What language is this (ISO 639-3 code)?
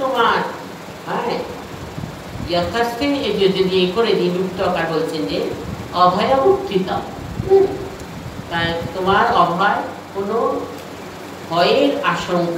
ben